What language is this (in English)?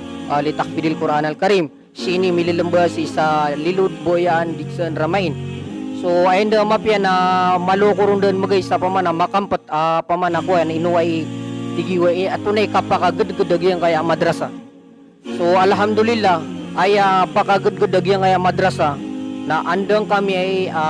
Maranao